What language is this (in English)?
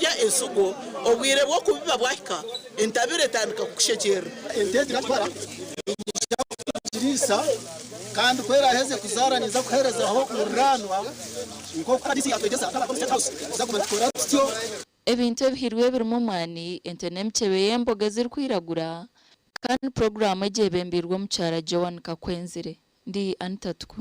Nyankole